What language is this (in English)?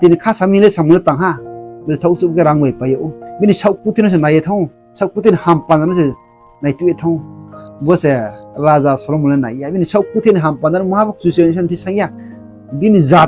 Riang (India)